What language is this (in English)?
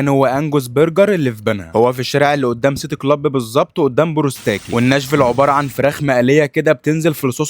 Egyptian Arabic